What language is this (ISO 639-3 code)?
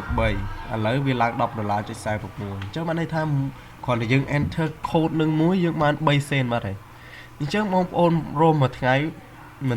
khm